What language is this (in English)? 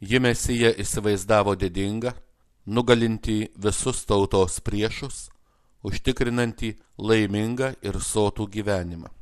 Lithuanian